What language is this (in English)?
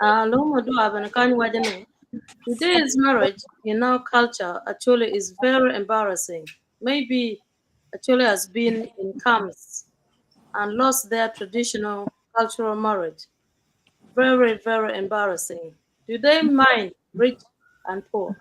Acoli